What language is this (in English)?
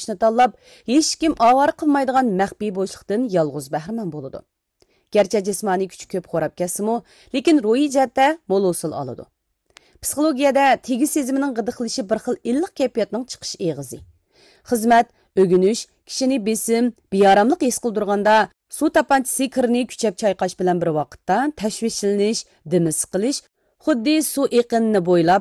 Uyghur